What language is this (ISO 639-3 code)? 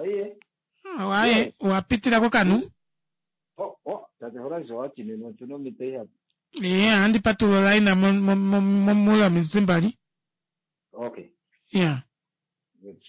kua